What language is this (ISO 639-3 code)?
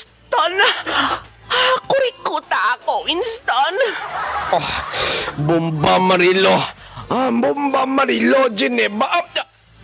hil